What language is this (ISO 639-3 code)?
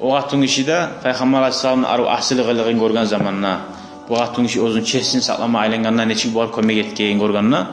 kum